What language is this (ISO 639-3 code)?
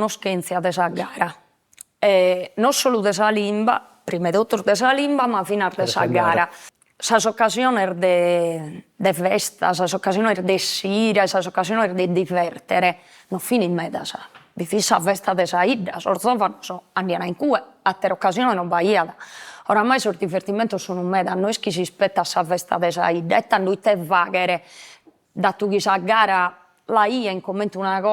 srd